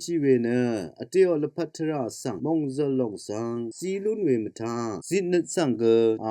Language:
Rawang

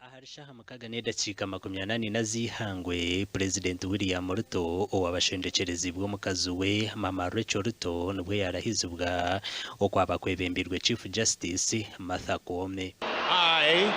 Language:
Nyankole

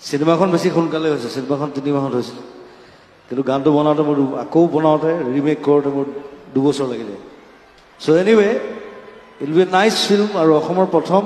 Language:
Assamese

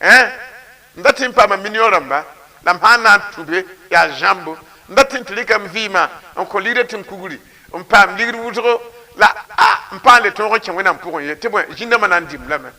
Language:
Mossi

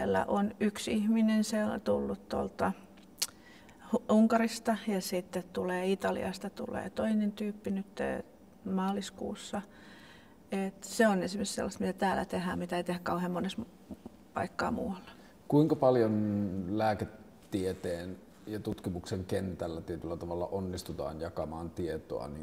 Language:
Finnish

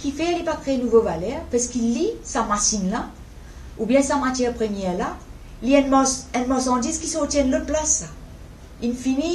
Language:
Morisyen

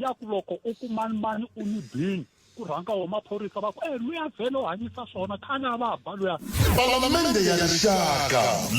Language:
Tsonga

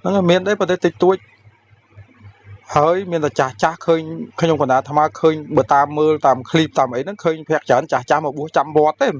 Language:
Khmer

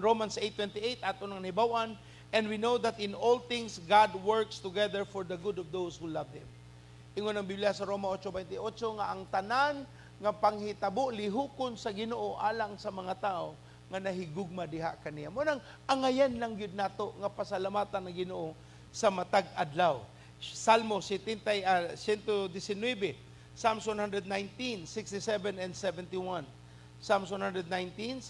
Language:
Cebuano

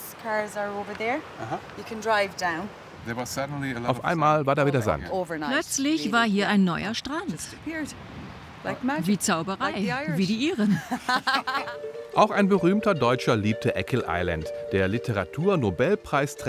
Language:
German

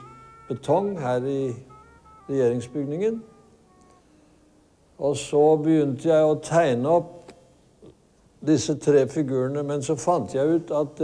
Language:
Norwegian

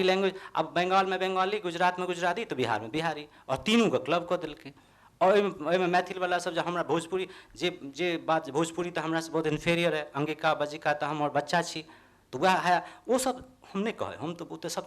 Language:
Maithili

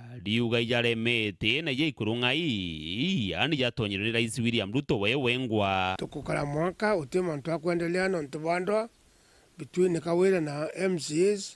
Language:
Meru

